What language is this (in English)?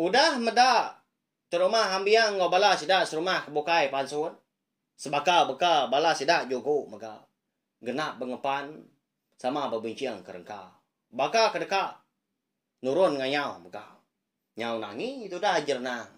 Iban